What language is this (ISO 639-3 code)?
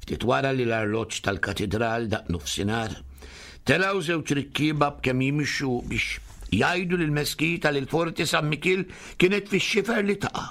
mlt